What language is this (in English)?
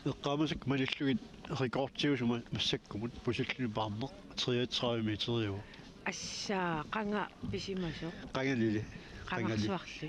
Kalaallisut